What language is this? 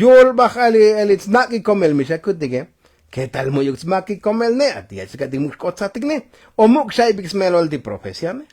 Tzotzil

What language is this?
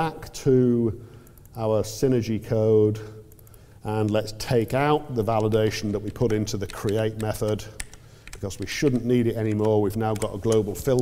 English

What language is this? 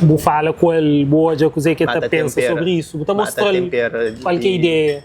Kabuverdianu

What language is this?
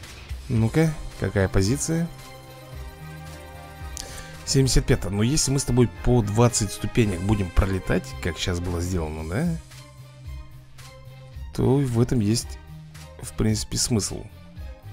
Russian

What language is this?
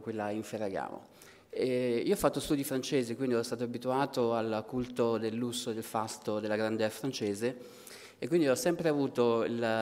Italian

